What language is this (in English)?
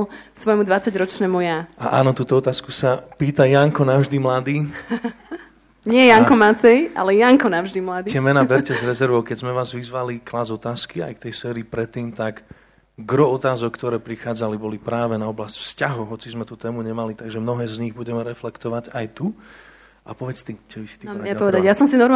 Slovak